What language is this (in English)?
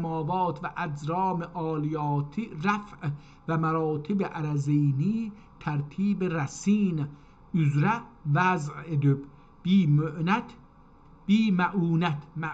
South Azerbaijani